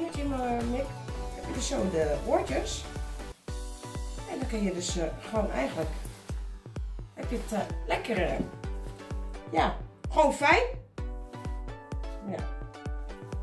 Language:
Dutch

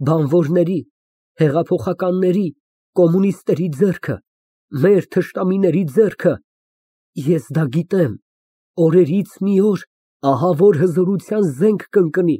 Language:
Armenian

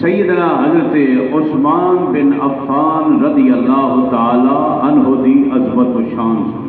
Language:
Saraiki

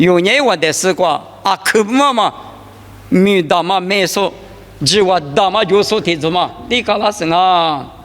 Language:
Lisu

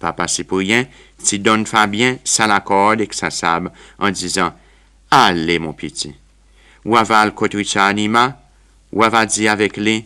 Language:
Seselwa Creole French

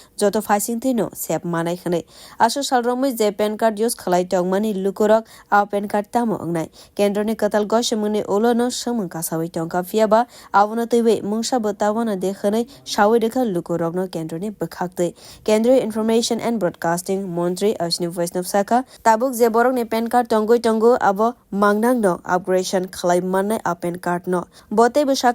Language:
Kok Borok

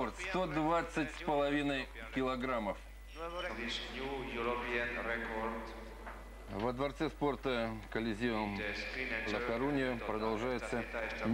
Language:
Russian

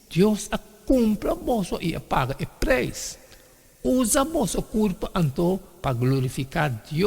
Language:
Papiamento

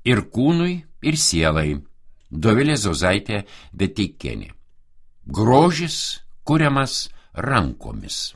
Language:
Lithuanian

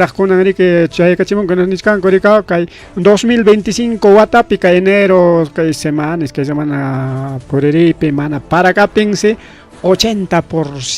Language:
Ayacucho Quechua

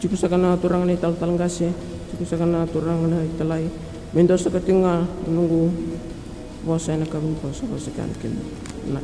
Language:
Fijian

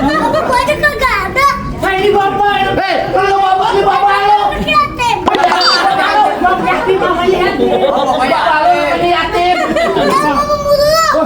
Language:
Betawi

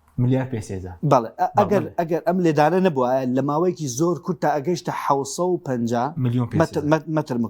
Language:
Central Kurdish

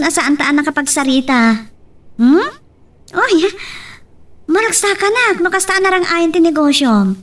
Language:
Iloko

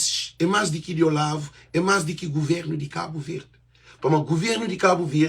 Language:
Kabuverdianu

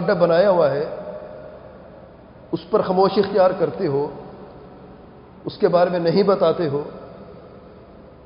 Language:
Urdu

